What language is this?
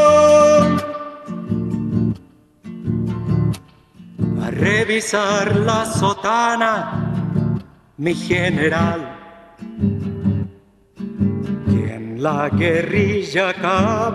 Spanish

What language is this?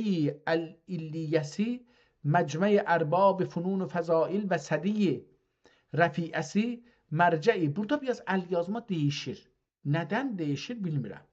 South Azerbaijani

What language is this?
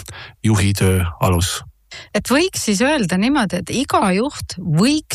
Estonian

